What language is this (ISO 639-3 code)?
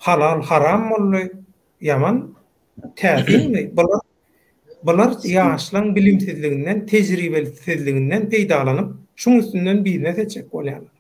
tuk